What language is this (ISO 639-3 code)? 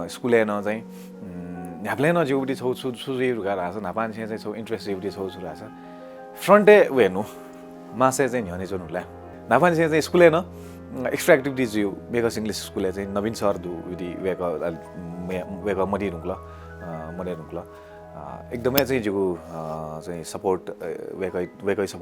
new